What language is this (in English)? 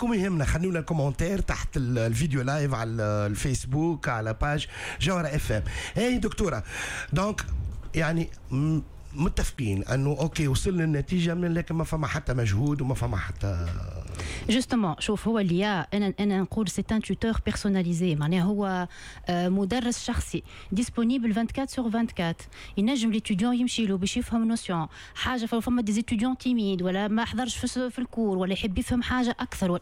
Tunisian Arabic